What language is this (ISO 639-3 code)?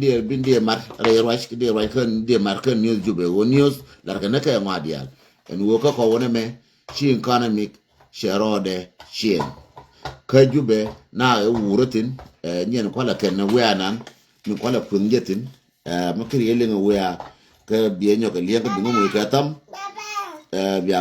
nus